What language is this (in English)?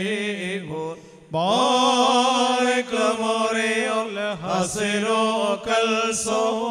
Malayalam